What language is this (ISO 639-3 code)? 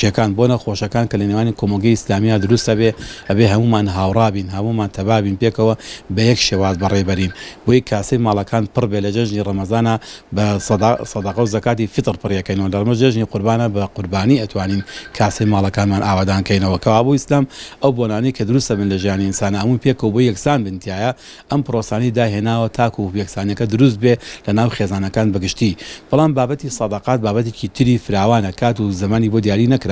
ckb